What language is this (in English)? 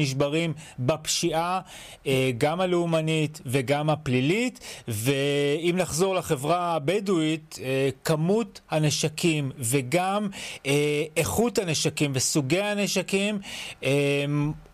Hebrew